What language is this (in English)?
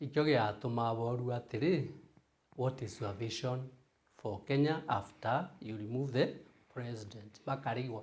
Meru